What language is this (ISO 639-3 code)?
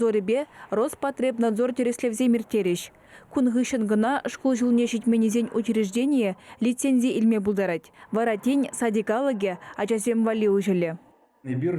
chv